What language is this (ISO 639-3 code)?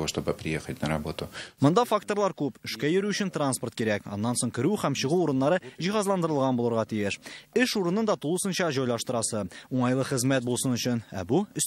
tat